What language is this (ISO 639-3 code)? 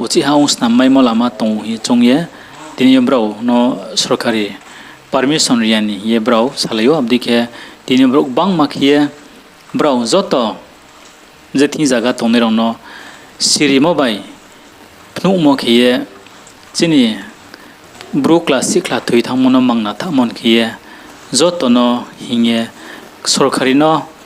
ria